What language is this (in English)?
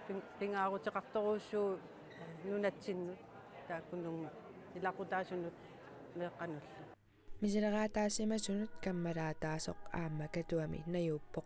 Kalaallisut